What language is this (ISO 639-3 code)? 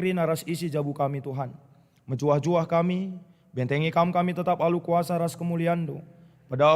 btx